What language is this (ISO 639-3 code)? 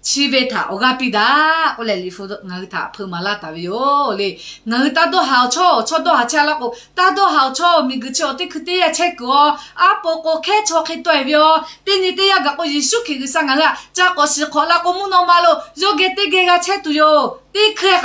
lhu